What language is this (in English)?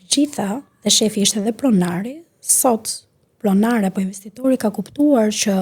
Albanian